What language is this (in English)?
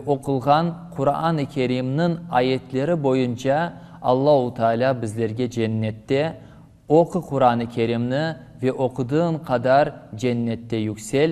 Crimean Tatar